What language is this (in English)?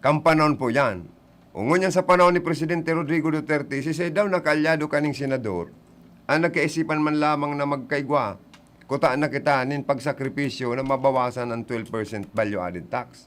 Bikol